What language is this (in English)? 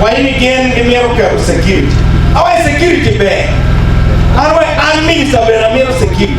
Acoli